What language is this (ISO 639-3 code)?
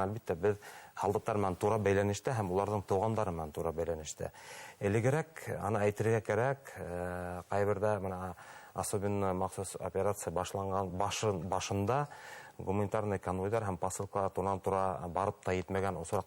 bak